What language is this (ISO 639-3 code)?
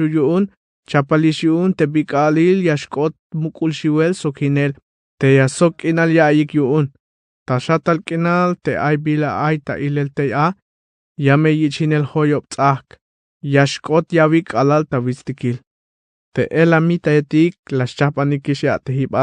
tzh